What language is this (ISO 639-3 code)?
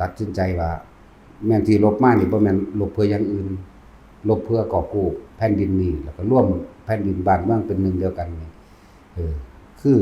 tts